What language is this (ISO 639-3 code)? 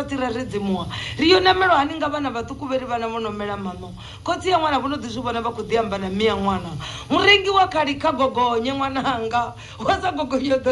ven